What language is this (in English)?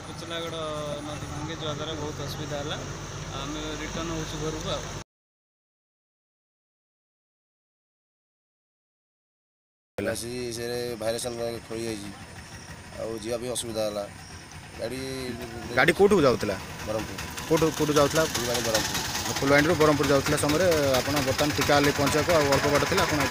Odia